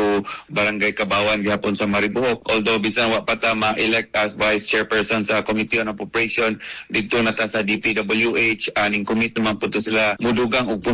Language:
Cebuano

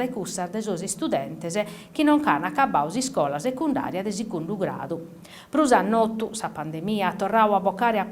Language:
Sardinian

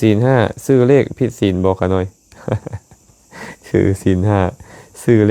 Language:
Lao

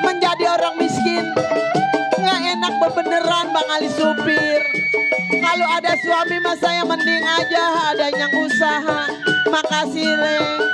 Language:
Betawi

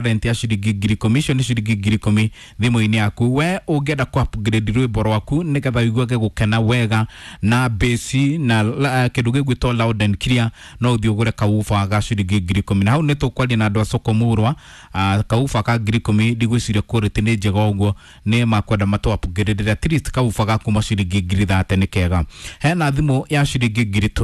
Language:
Kikuyu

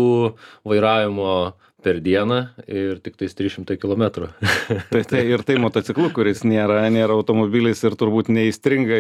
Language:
Lithuanian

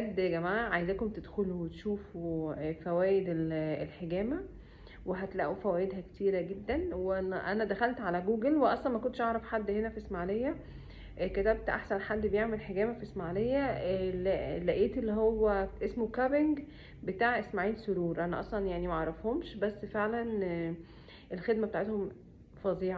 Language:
Egyptian Arabic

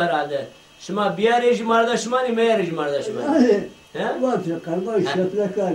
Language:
Zaza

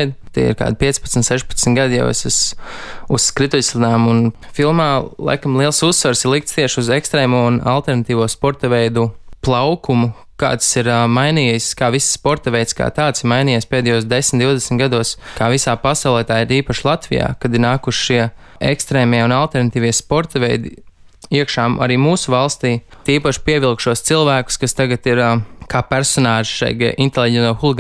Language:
Latvian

